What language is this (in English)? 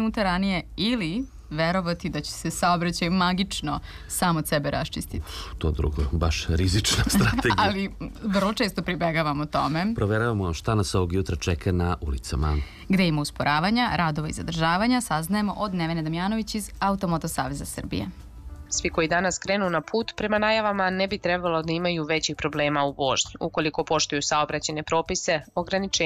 Serbian